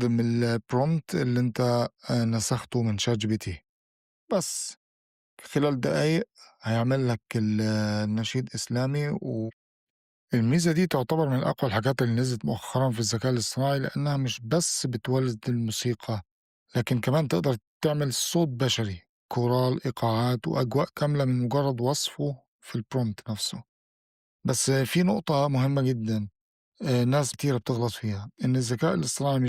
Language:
Egyptian Arabic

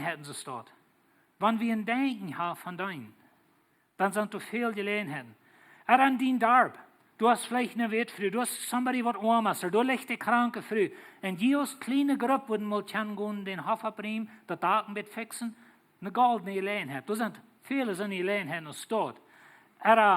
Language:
Plautdietsch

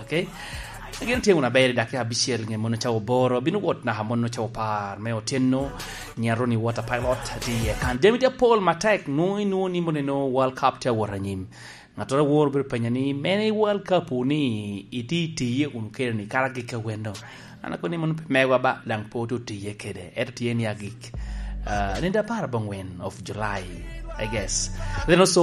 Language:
Lango (Uganda)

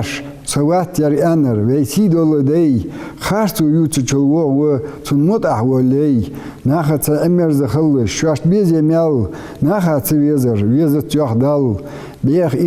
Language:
Ingush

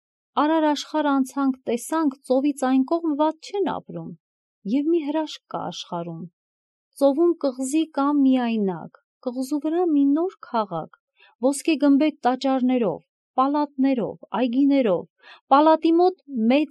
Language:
Armenian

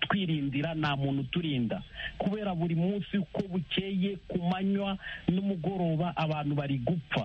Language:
Kinyarwanda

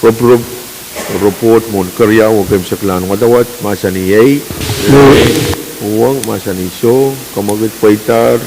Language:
Pohnpeian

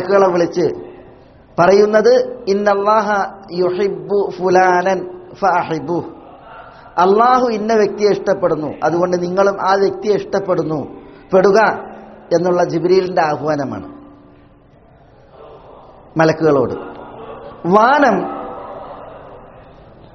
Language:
Malayalam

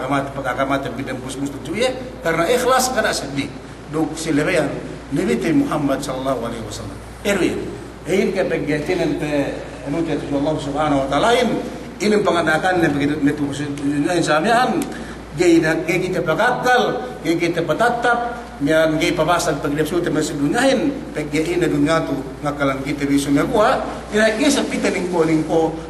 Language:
Yakan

